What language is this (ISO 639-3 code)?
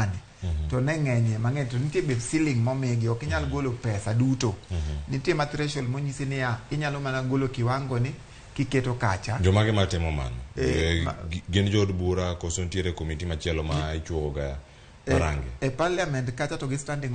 luo